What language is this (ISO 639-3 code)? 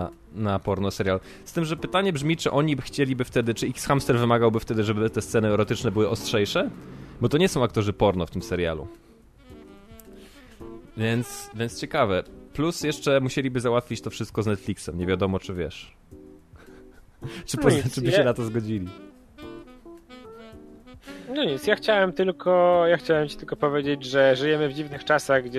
pol